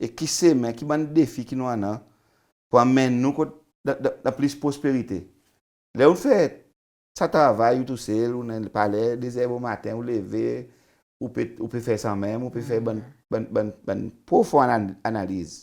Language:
Seselwa Creole French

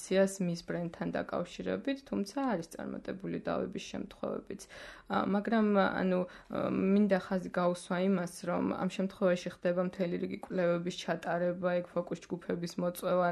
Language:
Georgian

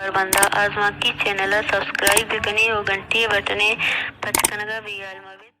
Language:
Baluchi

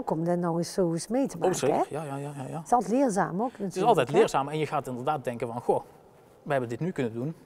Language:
Dutch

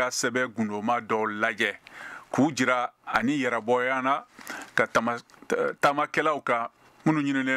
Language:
Bambara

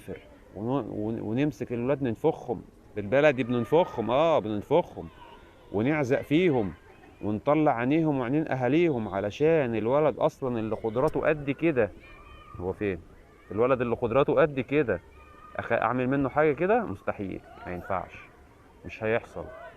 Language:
Egyptian Arabic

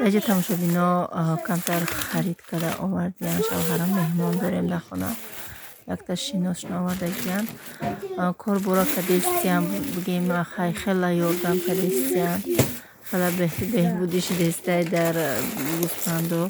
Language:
Tajik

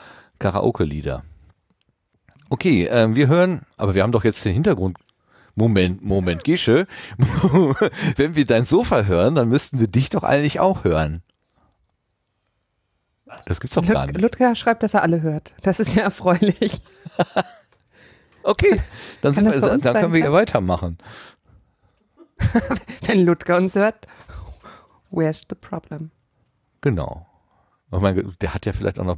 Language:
German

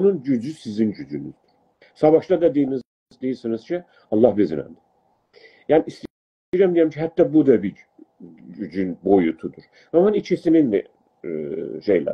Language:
South Azerbaijani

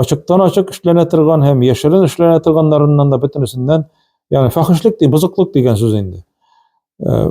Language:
Tatar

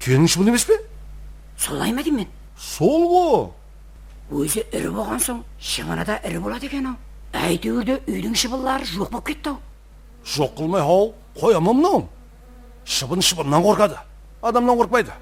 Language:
Kara-Kalpak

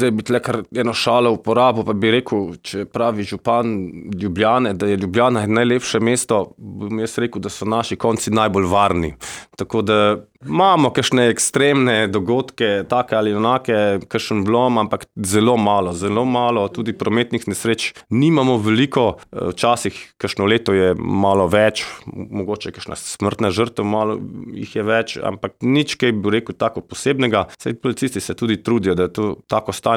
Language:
Slovenian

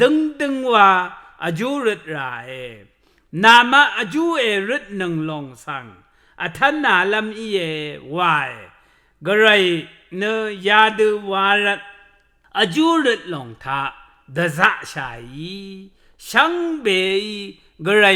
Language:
Rawang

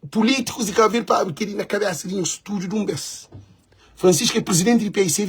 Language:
Kabuverdianu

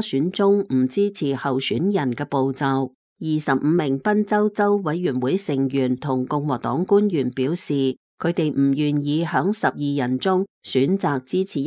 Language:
Cantonese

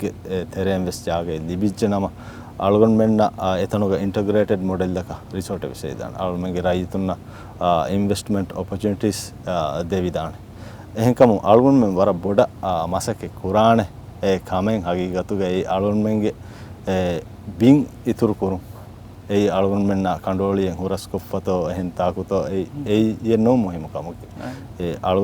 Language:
Divehi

